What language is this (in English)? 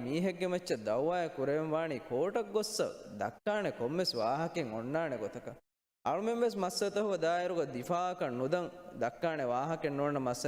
Divehi